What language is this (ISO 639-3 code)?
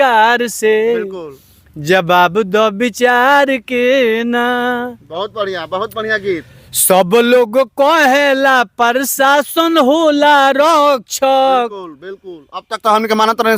bho